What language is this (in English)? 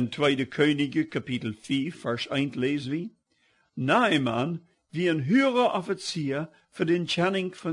Plautdietsch